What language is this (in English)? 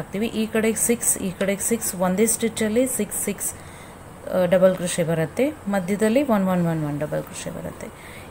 Kannada